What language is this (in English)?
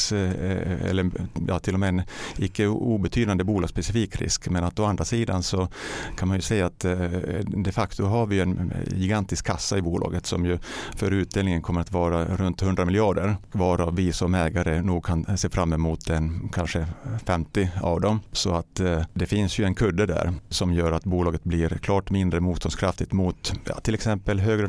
Swedish